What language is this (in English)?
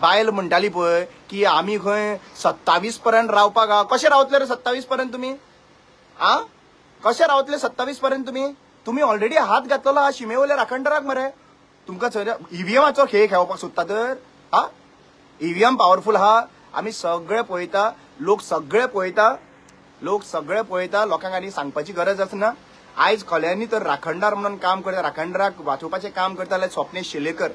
Konkani